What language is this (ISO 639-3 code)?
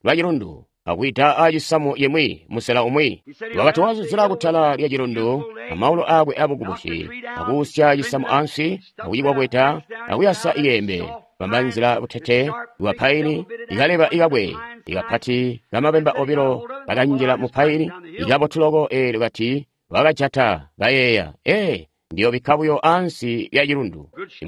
toi